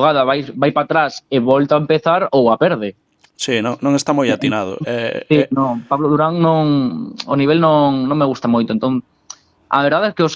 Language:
Galician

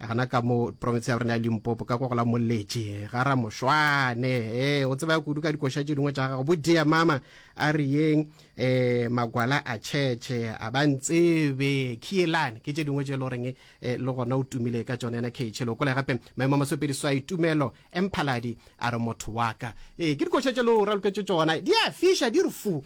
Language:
Northern Sotho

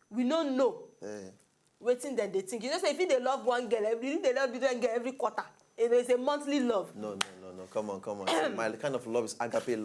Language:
Nigerian Pidgin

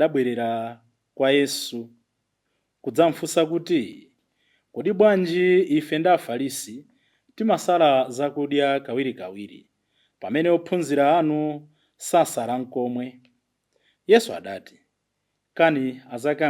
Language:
Nyanja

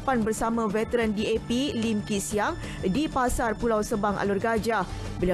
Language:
Malay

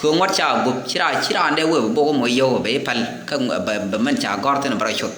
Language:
Nuer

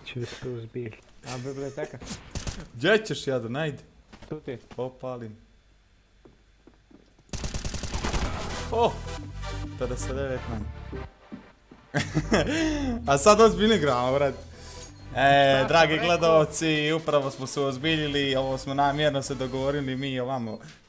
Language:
Croatian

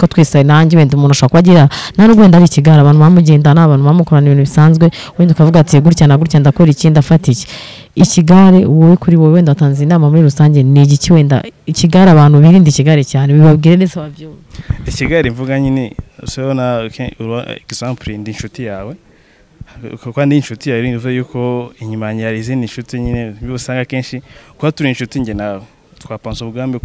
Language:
Kinyarwanda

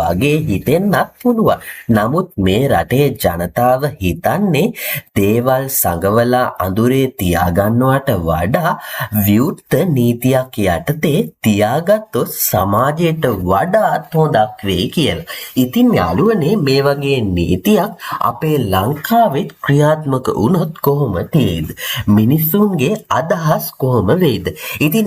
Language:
Sinhala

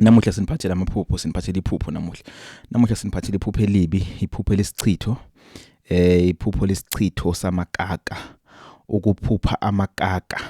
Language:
Zulu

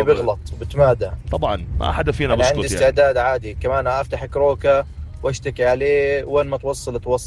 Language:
North Levantine Arabic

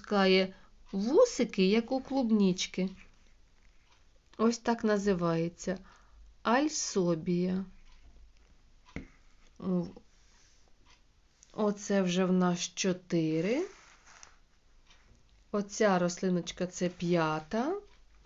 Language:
Ukrainian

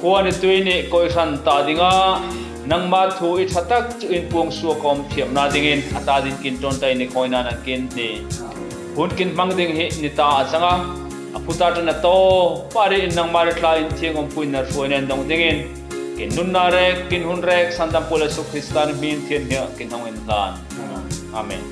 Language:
Hmar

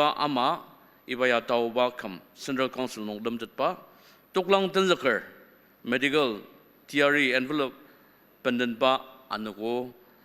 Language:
Ao Naga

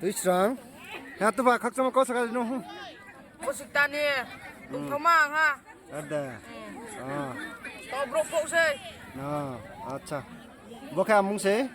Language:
Riang (India)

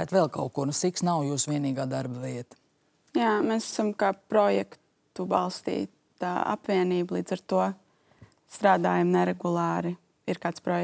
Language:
Latvian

